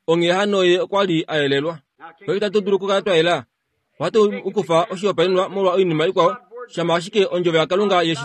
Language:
Kuanyama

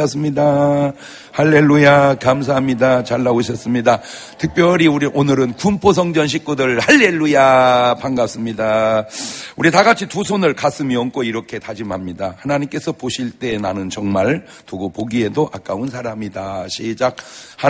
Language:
Korean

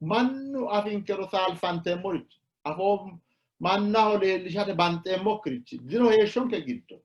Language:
Sidamo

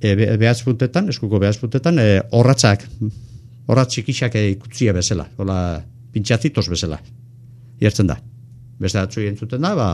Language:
Basque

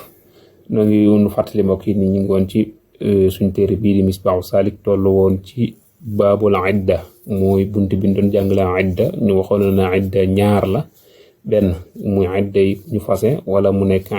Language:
Wolof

